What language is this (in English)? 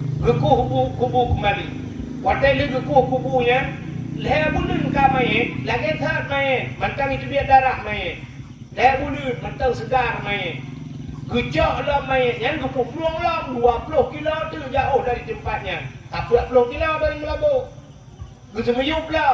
Achinese